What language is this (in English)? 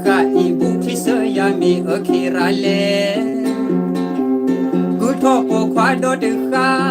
S'gaw Karen